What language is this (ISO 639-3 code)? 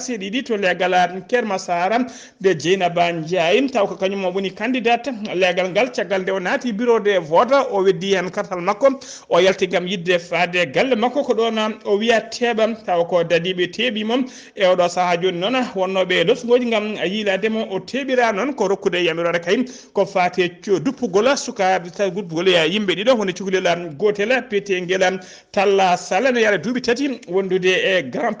ful